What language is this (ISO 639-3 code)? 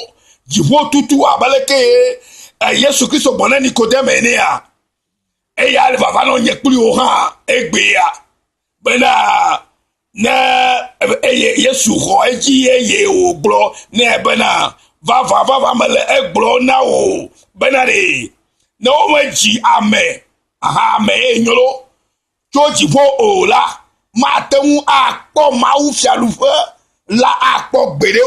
ewe